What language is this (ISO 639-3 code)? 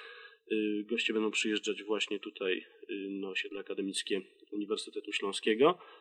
pol